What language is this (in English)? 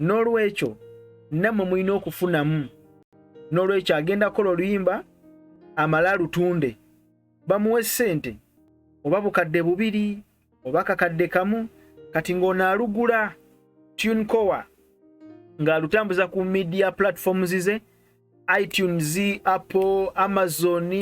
Ganda